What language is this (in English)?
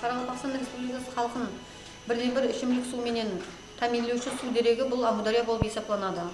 Kara-Kalpak